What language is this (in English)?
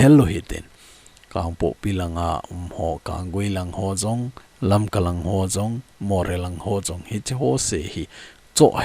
Thado Chin